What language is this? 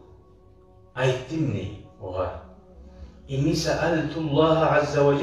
Kumyk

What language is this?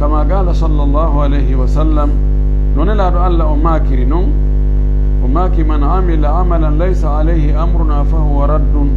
Fula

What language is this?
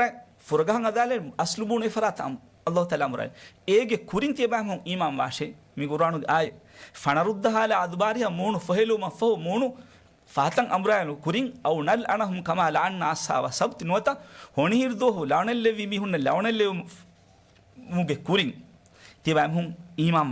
Divehi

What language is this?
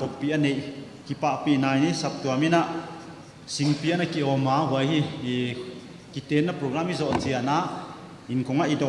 Paite Chin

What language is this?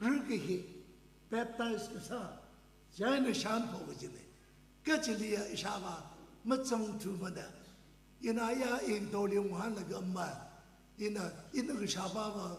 Tangkhul Naga (India)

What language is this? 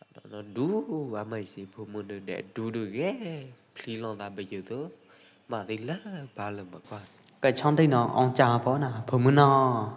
Pwo Eastern Karen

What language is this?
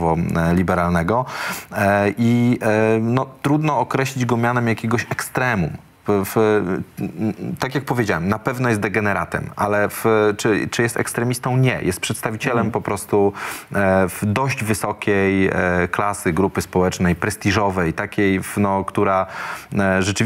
Polish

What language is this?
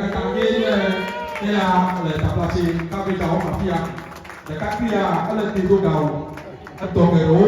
Ewe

